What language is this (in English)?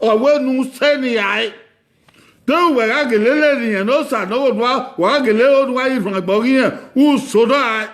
Bini